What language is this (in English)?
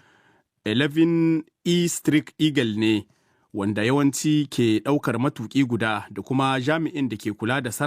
Hausa